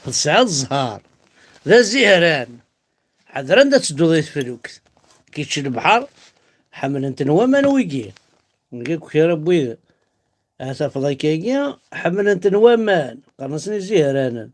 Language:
Kabyle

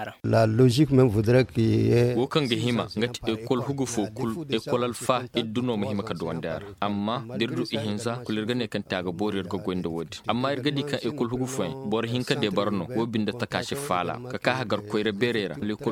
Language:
Koyraboro Senni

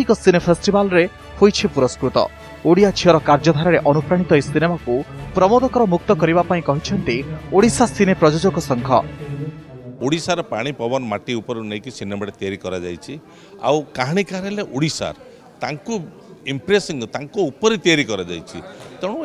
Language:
Odia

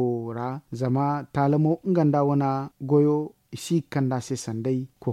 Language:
Zarma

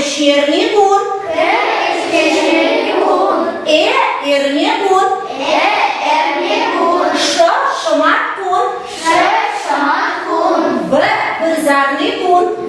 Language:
Chuvash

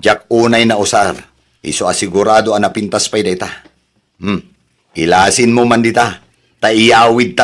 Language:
Iloko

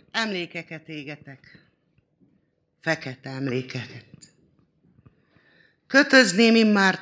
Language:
Hungarian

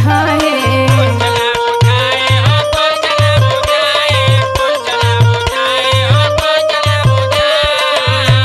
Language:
Bhojpuri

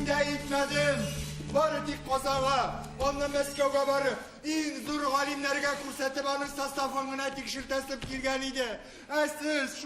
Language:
Tatar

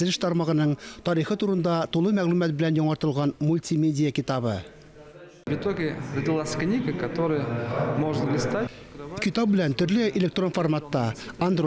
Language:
Tatar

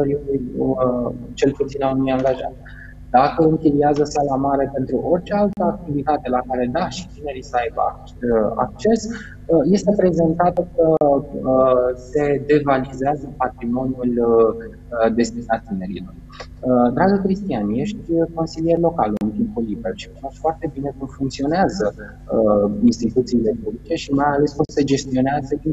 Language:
Romanian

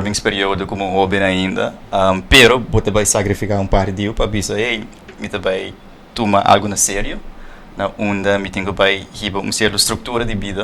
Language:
Papiamento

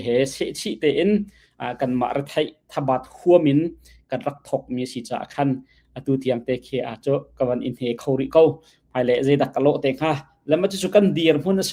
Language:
Hakha Chin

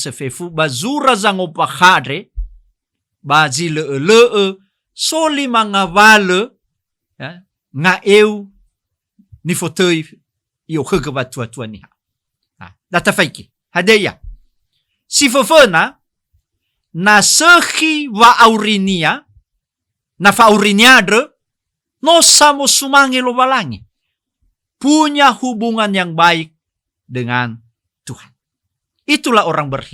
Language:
Nias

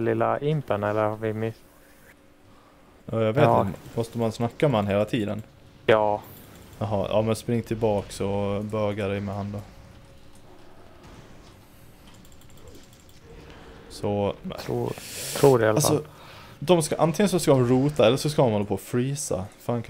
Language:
Swedish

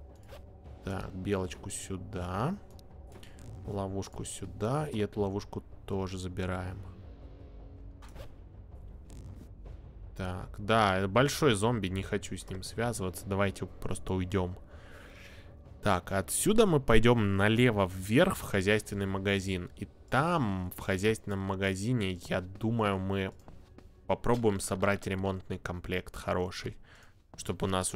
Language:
Russian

